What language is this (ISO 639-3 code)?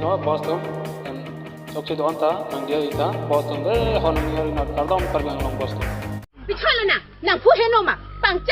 mjw